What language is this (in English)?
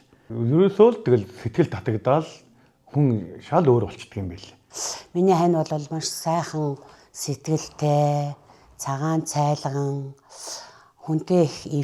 Mongolian